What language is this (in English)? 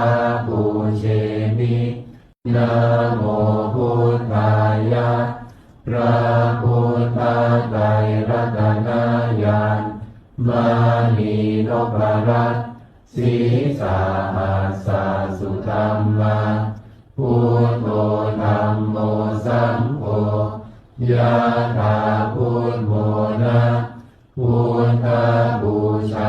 Pali